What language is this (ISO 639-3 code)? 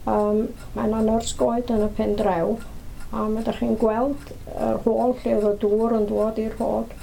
cym